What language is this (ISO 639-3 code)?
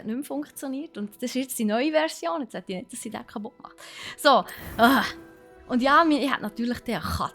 gsw